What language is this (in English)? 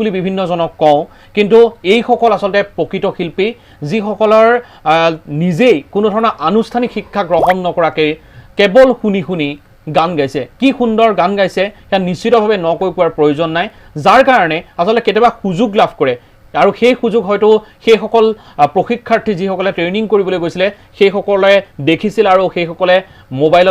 Assamese